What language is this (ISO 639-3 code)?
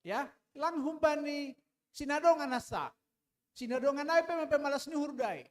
bts